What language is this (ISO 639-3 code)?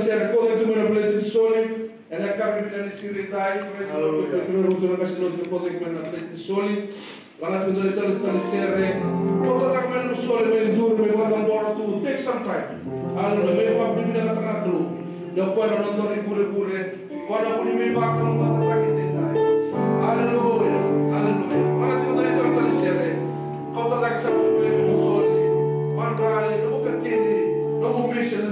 fij